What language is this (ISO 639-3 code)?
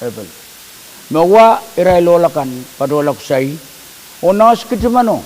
pon